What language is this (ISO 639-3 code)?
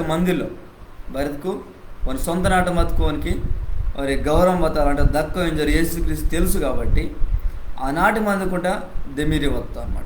kff